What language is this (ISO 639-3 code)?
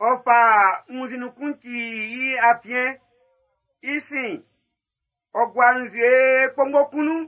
bci